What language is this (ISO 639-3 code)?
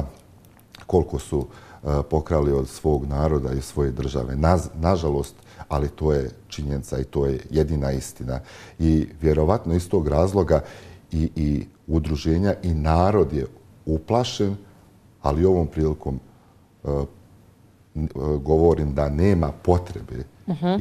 bos